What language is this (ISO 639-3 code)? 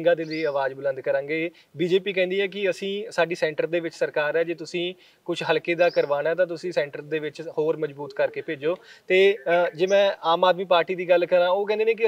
pan